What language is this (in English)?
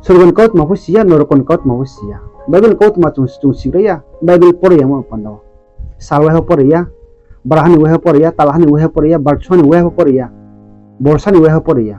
Riang (India)